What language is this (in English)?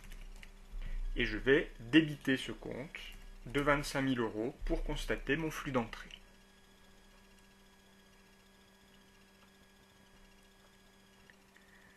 French